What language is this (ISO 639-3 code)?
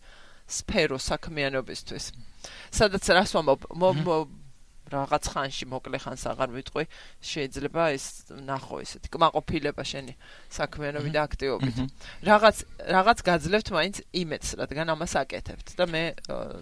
kat